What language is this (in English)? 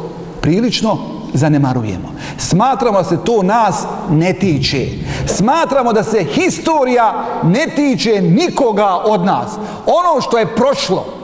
Bosnian